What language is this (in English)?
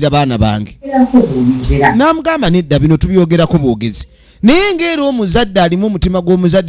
Ganda